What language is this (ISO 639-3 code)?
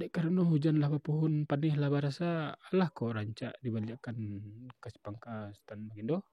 min